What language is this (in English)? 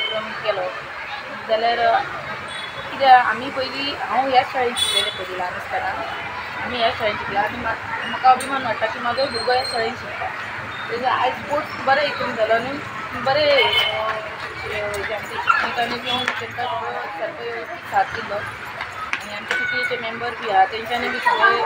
Konkani